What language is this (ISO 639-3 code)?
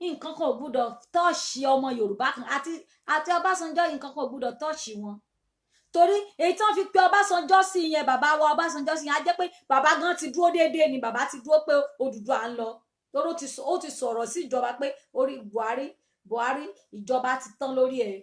yor